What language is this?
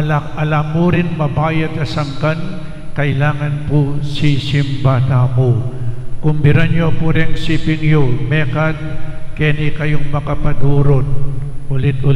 Pampanga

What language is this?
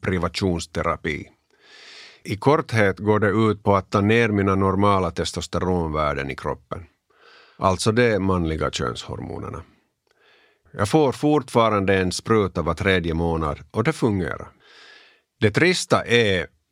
Swedish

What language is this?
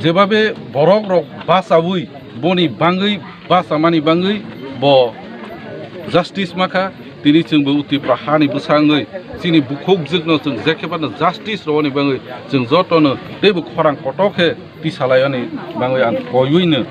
Kok Borok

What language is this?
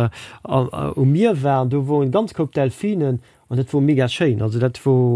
Luxembourgish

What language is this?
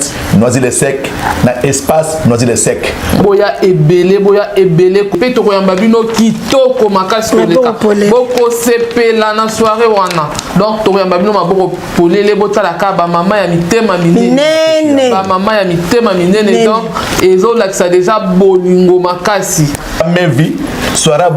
Lingala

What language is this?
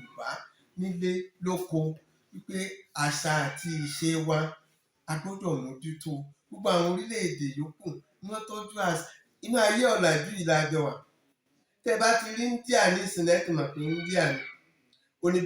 Yoruba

